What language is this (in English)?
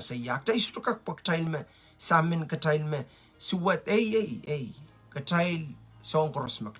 Pohnpeian